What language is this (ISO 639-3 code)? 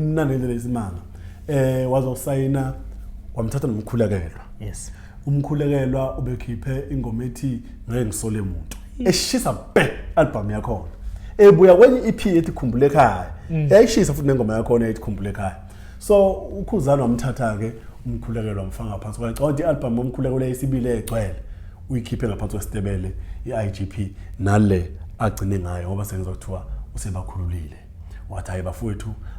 zul